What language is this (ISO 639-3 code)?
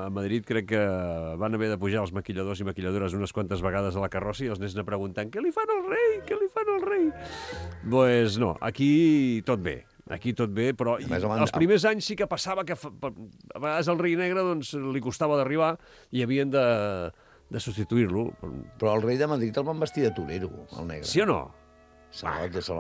cat